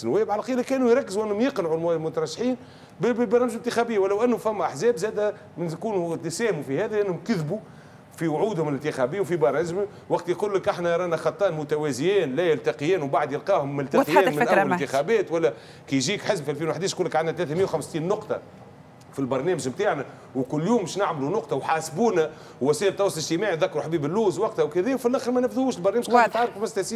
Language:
Tunisian Arabic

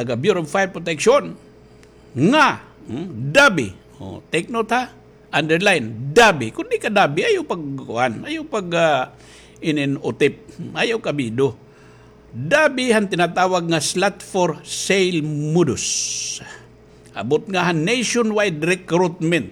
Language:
Waray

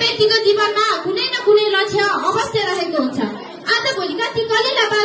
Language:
Nepali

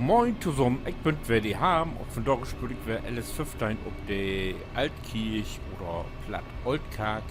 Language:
Low German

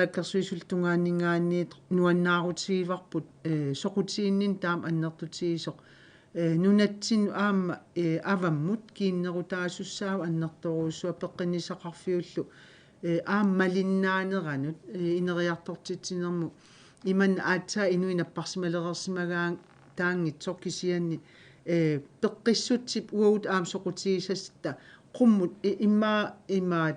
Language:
Kalaallisut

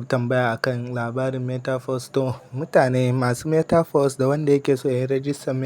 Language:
Hausa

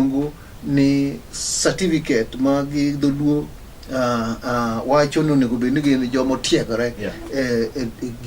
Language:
Luo (Kenya and Tanzania)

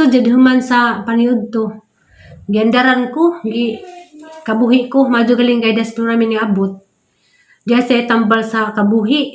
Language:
Cebuano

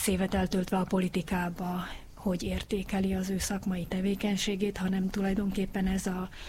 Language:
Hungarian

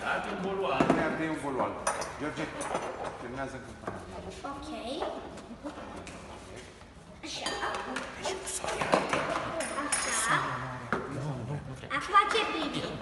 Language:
Romanian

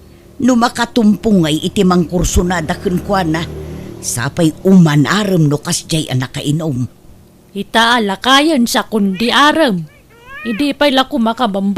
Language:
Iloko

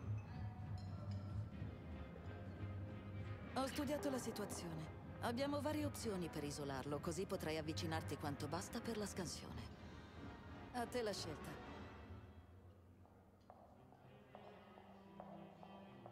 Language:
Italian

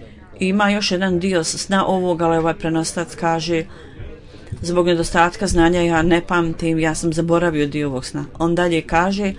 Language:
Bosnian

